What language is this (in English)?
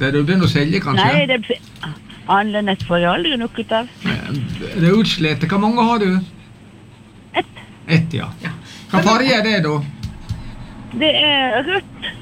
Norwegian